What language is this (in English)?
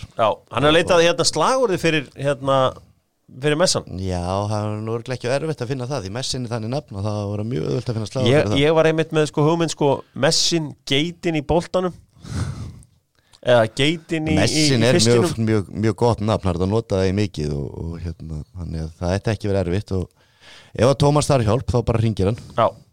Icelandic